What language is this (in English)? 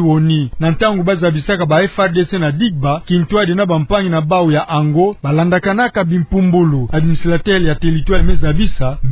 Kituba (Democratic Republic of Congo)